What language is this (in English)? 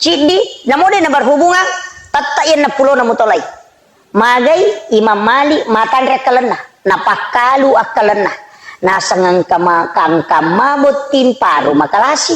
Buginese